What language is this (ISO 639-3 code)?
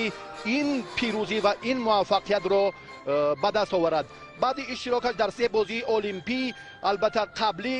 tgk